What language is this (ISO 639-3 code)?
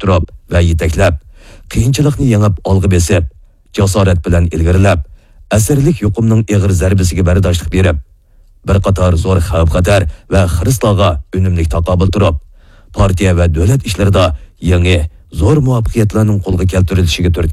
uig